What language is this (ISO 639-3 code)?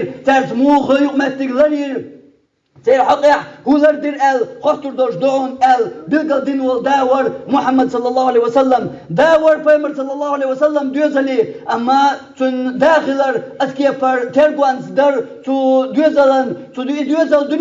che